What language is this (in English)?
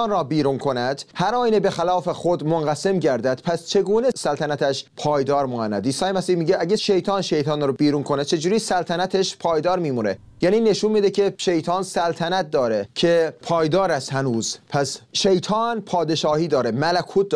Persian